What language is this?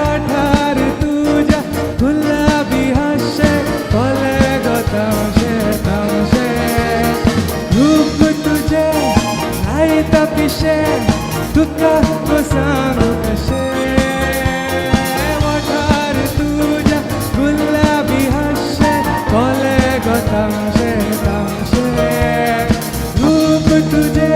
Konkani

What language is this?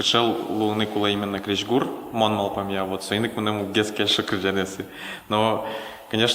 Udmurt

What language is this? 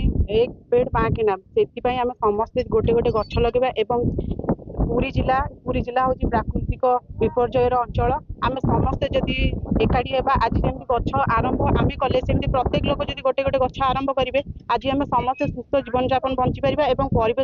Odia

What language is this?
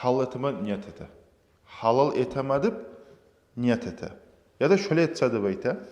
Kumyk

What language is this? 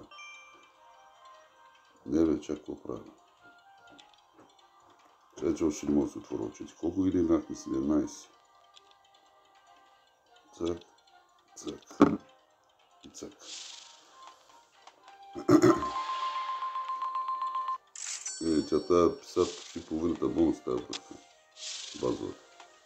Bulgarian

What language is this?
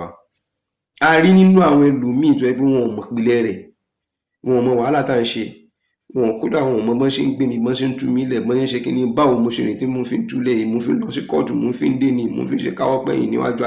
Yoruba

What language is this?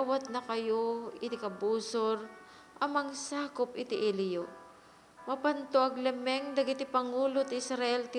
Iloko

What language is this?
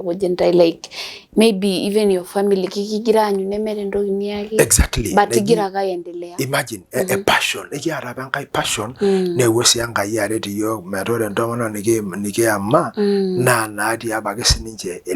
Masai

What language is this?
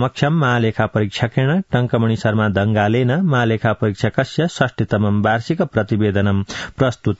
Sanskrit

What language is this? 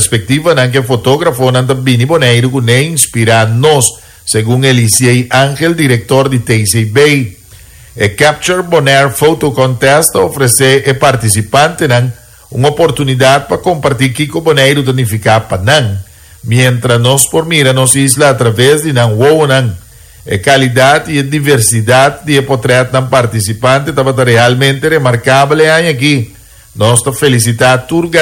Papiamento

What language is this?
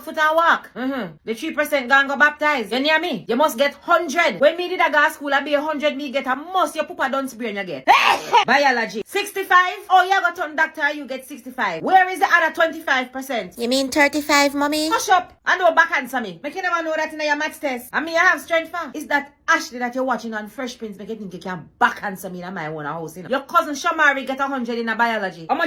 Jamaican Creole English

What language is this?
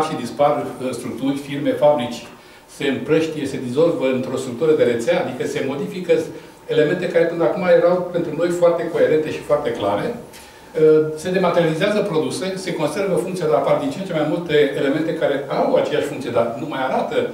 Romanian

